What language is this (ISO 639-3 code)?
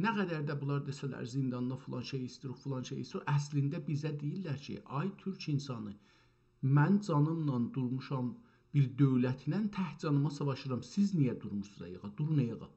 azb